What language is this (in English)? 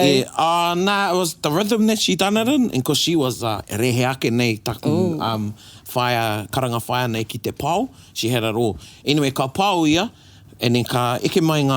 Māori